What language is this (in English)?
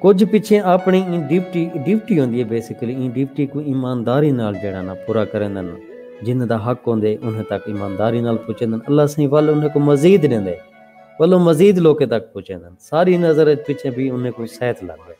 Saraiki